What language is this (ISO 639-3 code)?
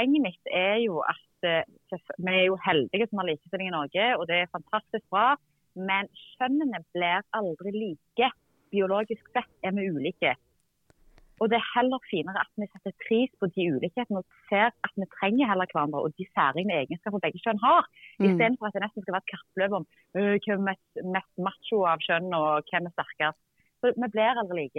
nor